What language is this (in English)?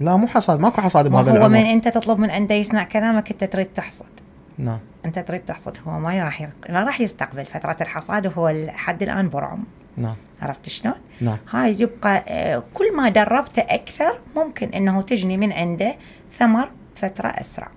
Mesopotamian Arabic